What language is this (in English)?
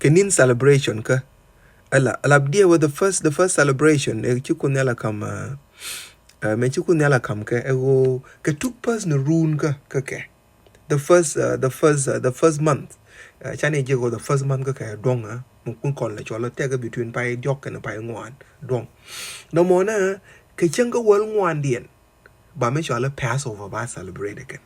Nuer